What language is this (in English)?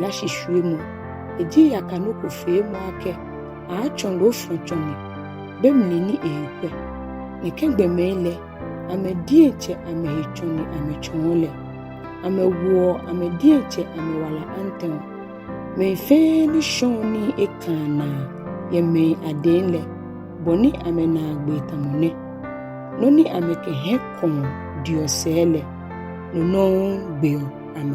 Ga